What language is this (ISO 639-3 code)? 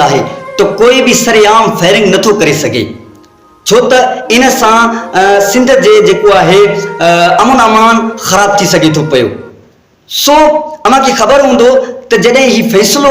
snd